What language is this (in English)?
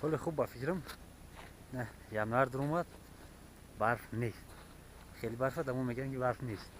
Tajik